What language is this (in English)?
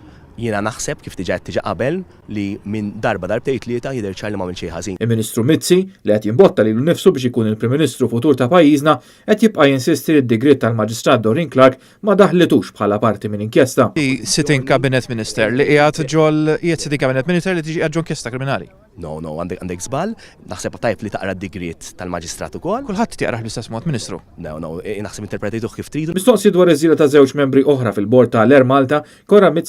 Maltese